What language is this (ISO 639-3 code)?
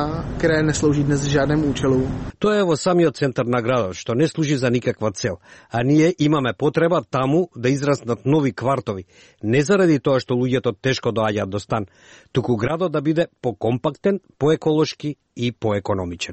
mkd